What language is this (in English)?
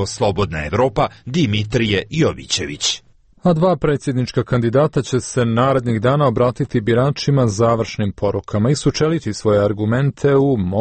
Serbian